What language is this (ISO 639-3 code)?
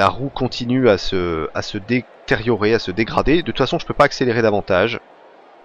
fra